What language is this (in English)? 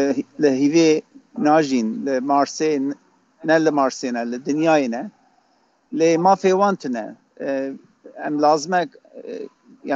Kurdish